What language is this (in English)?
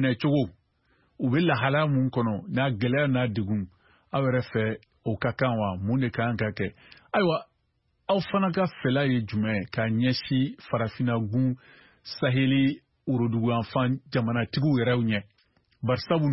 Bambara